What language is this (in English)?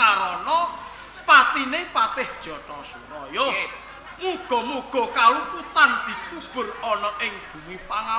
Javanese